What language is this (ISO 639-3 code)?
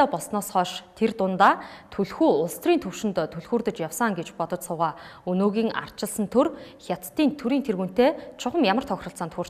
mon